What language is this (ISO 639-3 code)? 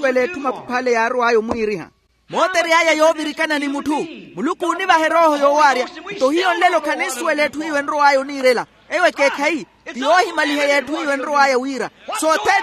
vmw